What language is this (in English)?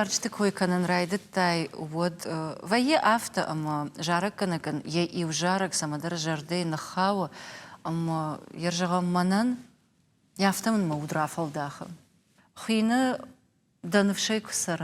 Ossetic